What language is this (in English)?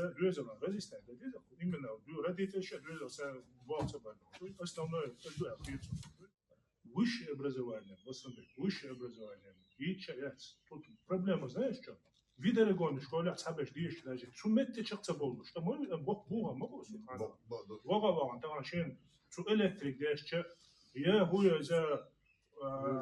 Chechen